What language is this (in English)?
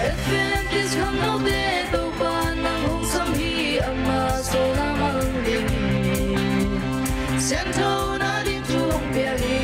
Tedim Chin